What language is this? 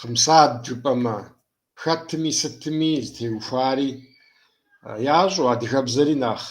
Kabardian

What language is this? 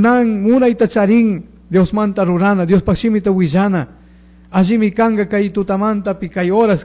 Chimborazo Highland Quichua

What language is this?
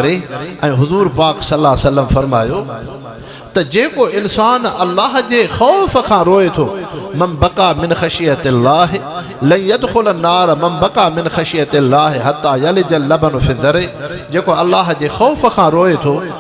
Sindhi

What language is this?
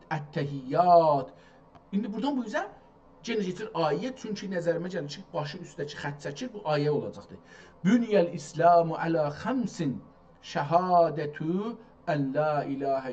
South Azerbaijani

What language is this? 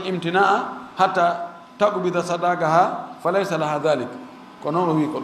Fula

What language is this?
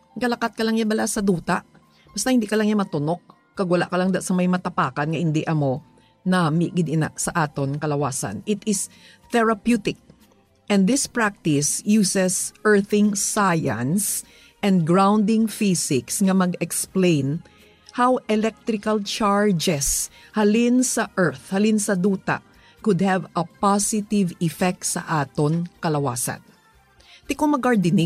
Hiligaynon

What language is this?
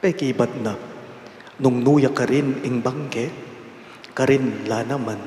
Pampanga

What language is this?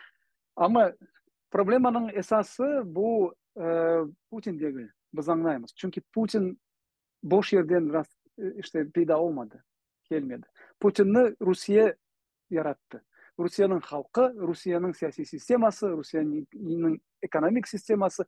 Crimean Tatar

